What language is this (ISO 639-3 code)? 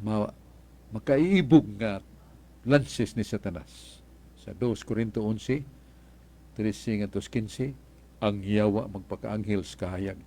ceb